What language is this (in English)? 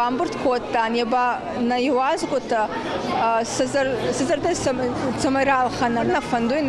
Ossetic